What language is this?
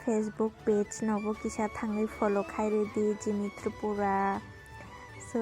Kok Borok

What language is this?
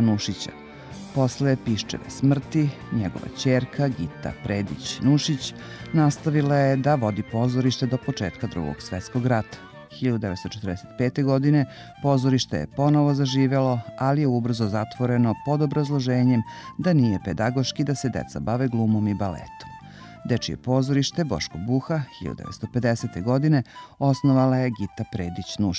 Serbian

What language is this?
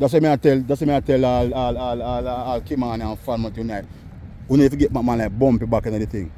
Jamaican Creole English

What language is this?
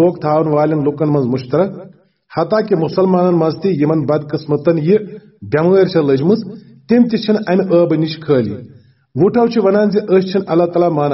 Kashmiri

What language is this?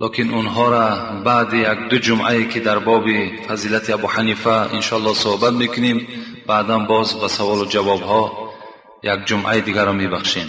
Tajik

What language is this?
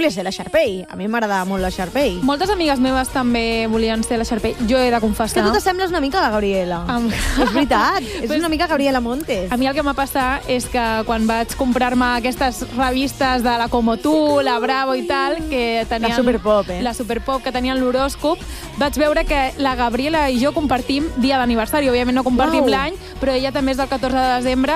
Catalan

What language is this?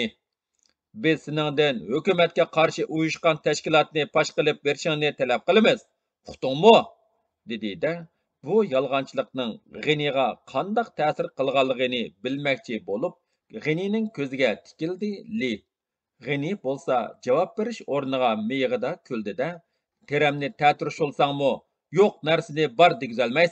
Uyghur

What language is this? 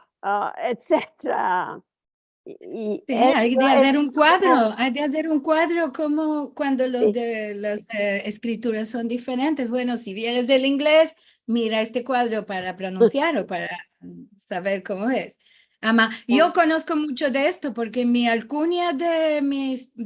Ladino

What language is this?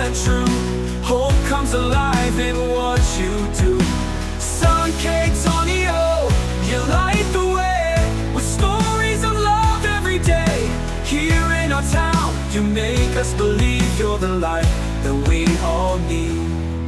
Waray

